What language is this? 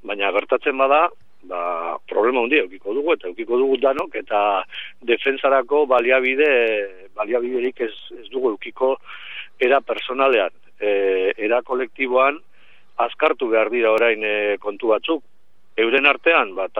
Basque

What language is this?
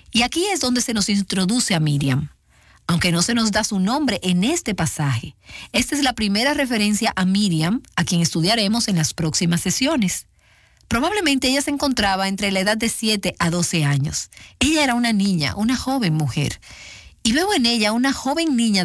Spanish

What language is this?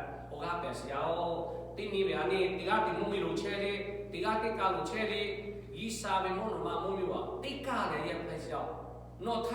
Lahu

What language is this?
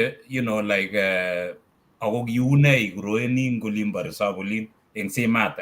Kalenjin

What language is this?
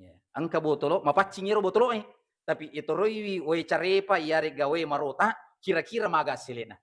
Buginese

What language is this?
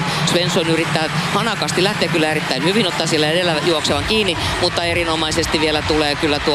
Finnish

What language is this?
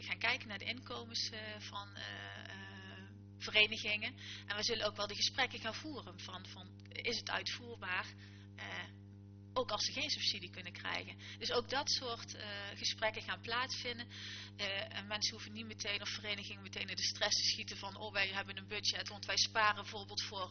Dutch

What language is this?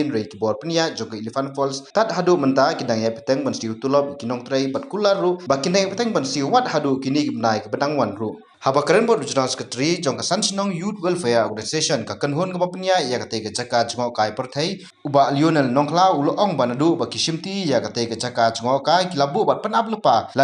Khasi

